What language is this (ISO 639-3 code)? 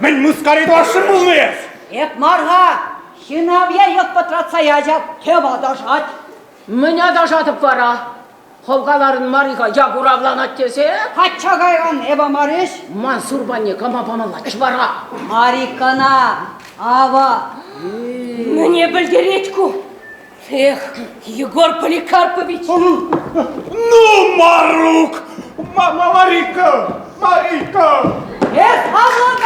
chv